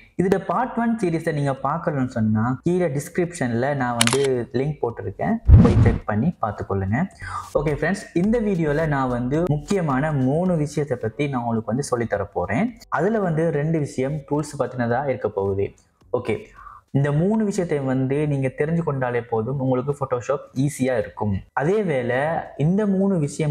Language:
Tamil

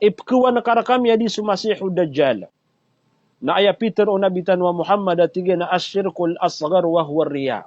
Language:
Maranao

